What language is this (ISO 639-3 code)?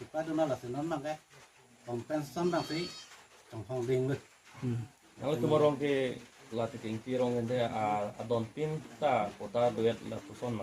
mjw